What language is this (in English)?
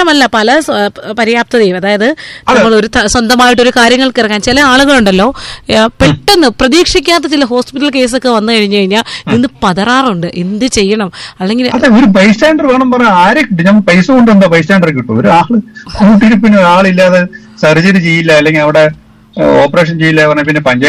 Malayalam